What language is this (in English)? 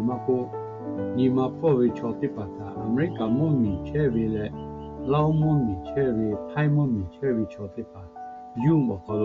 Lahu